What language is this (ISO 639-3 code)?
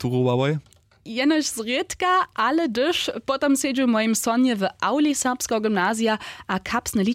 hsb